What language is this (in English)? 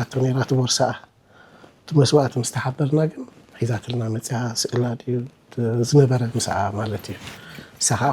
Tigrinya